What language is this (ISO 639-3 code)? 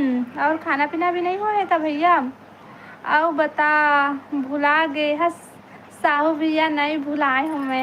hne